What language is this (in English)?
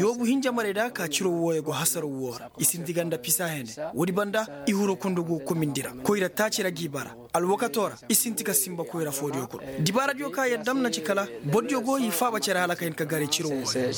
Koyraboro Senni